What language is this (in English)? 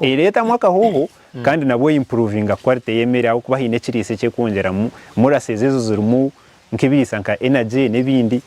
Nyankole